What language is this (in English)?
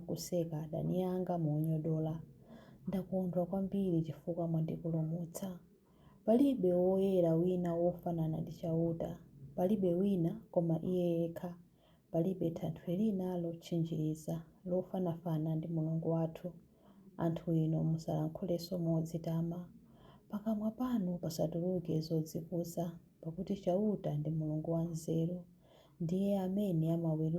Nyanja